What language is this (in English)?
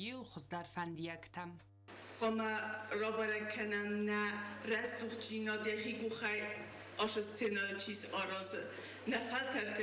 Ossetic